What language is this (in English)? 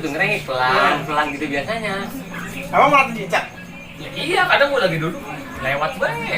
Betawi